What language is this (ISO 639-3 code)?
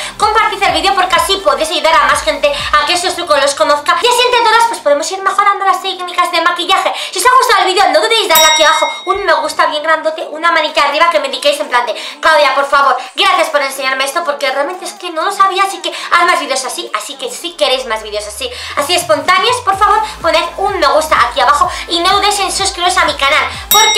spa